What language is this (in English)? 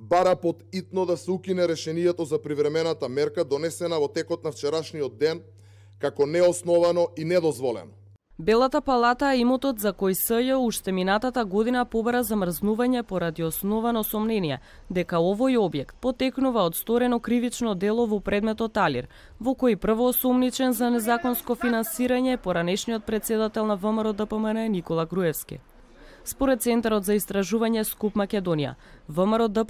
Macedonian